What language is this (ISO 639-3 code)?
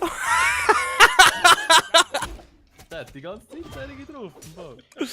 gsw